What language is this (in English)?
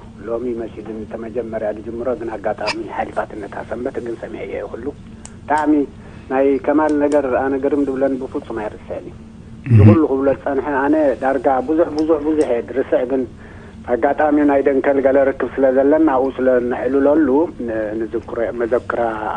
Tigrinya